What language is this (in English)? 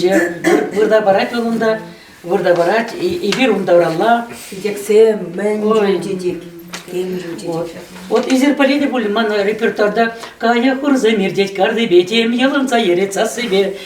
Chuvash